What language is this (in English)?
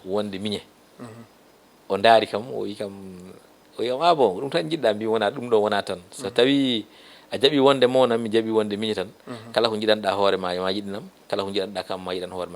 Fula